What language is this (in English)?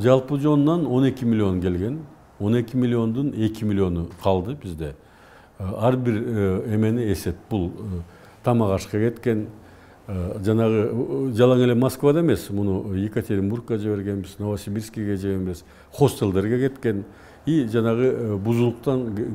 Kyrgyz